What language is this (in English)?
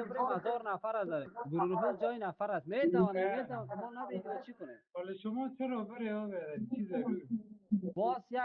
Persian